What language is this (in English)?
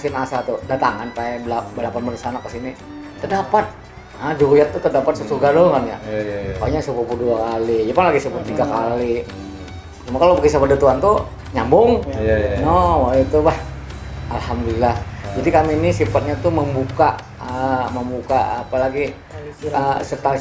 Banjar